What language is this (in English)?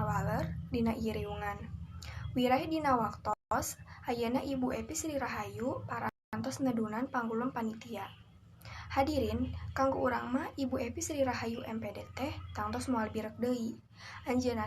Sundanese